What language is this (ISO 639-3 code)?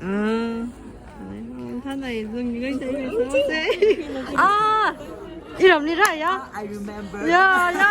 nmf